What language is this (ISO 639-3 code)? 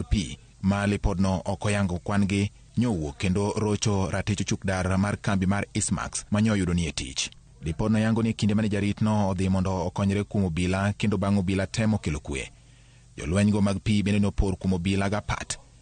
luo